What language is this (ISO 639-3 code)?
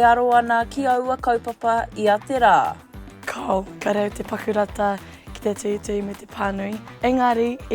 mri